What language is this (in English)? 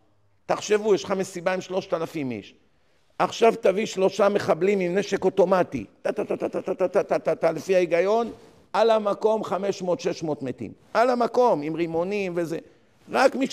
Hebrew